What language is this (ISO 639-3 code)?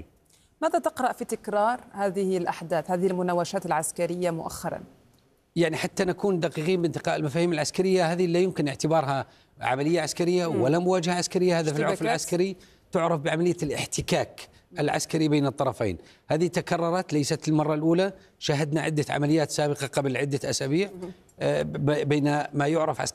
ara